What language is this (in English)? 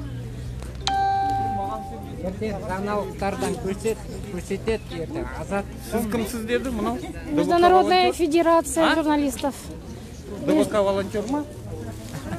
Kazakh